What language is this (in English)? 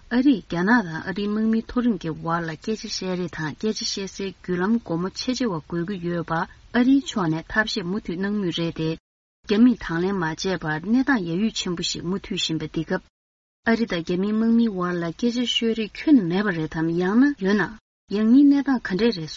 Tibetan